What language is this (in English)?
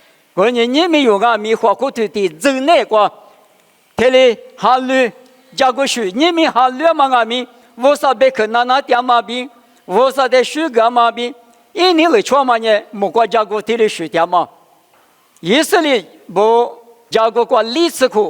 Lisu